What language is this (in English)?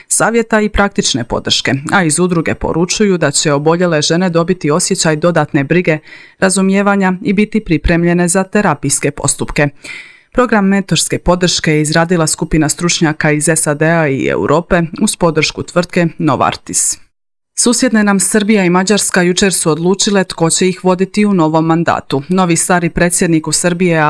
Croatian